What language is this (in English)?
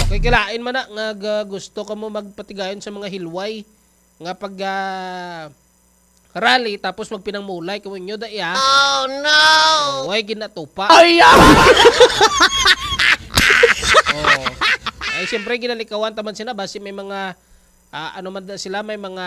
Hiligaynon